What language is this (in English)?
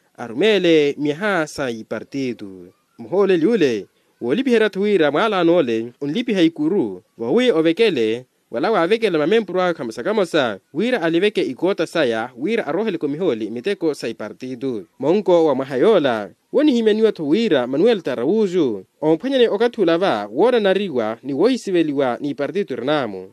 Makhuwa